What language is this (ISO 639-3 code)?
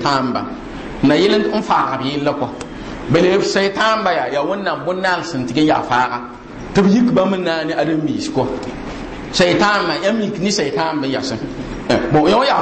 mos